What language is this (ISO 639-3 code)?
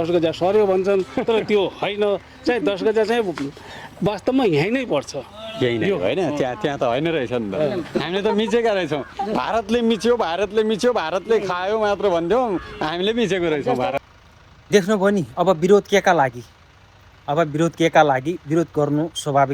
nep